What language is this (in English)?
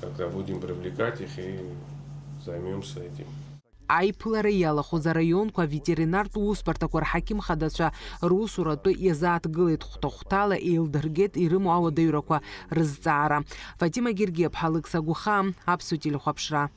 Abkhazian